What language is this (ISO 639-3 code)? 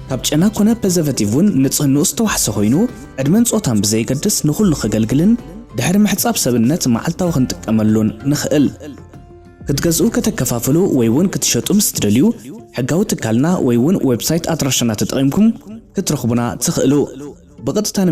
tir